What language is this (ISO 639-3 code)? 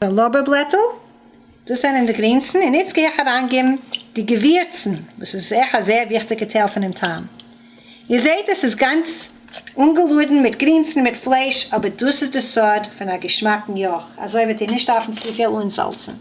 yid